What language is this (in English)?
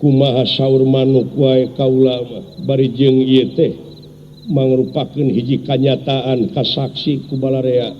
Sundanese